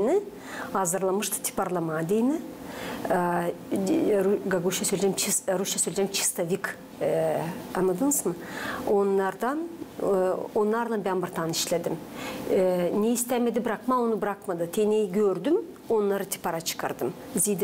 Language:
Gagauz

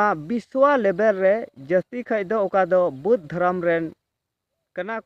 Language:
Santali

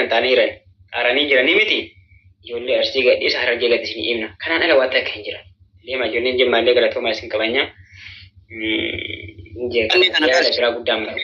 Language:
Oromo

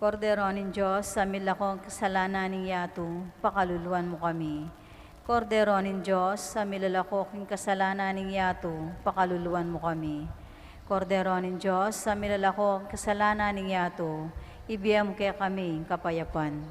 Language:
Pampanga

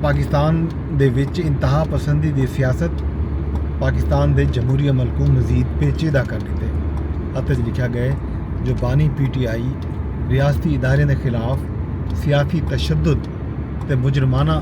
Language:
Saraiki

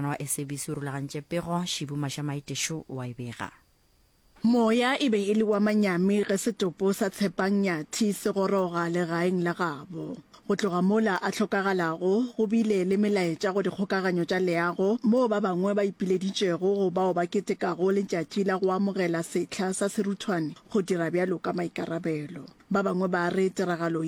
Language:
Northern Sotho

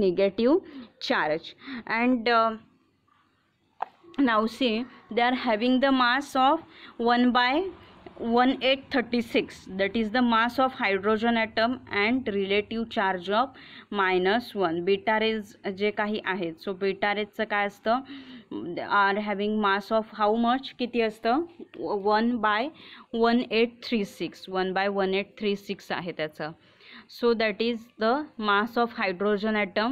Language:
Marathi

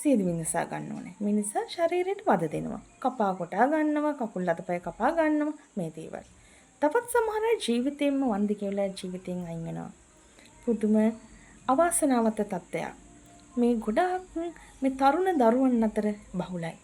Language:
Sinhala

